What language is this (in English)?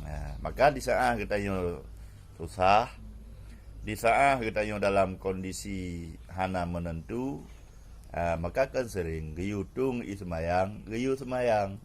Achinese